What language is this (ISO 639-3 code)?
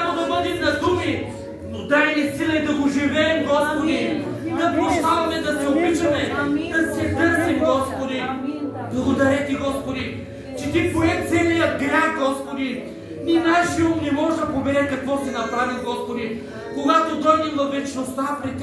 bul